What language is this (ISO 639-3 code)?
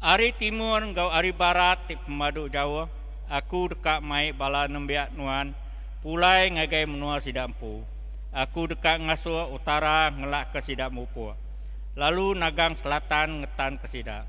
iba